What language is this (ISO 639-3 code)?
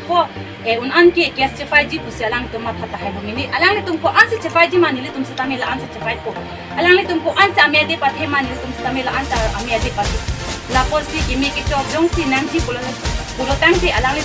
mjw